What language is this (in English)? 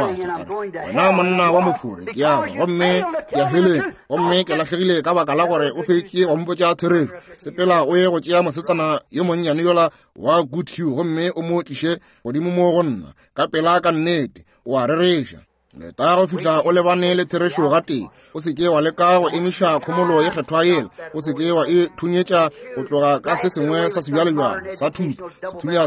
Northern Sotho